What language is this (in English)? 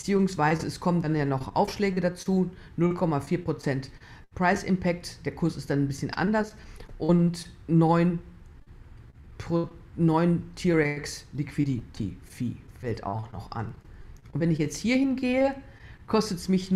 German